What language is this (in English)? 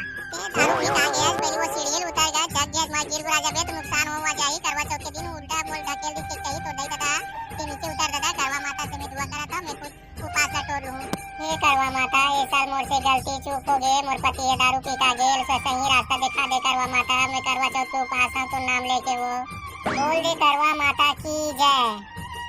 Chhattisgarhi